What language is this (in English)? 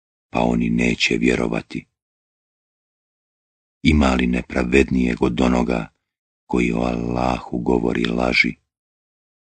Bosnian